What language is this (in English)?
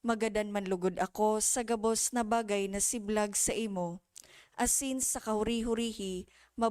Bikol